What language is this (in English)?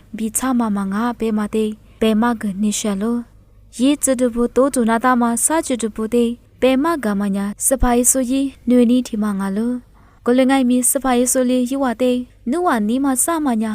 Lisu